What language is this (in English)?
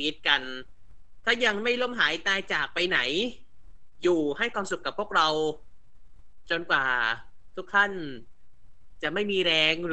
Thai